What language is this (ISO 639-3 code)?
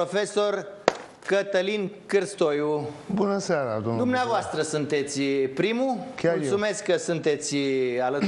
ron